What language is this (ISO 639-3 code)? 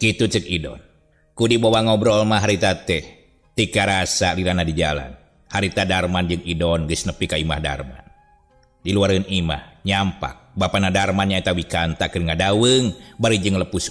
sun